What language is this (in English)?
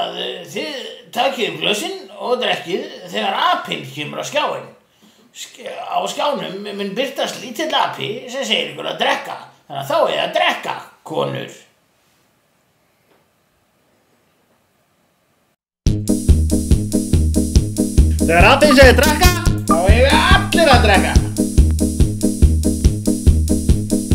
Icelandic